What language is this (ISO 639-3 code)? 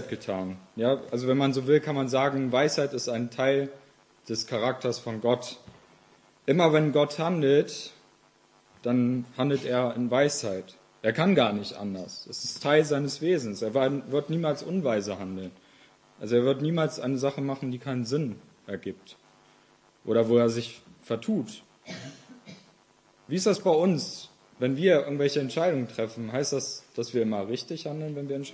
deu